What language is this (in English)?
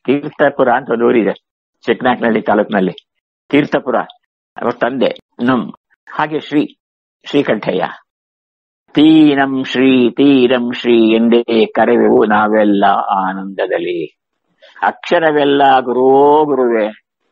Kannada